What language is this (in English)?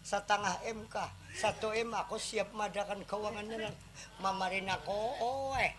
Banjar